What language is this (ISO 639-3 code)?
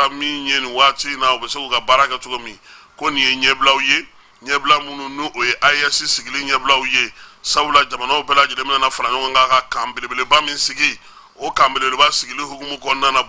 bam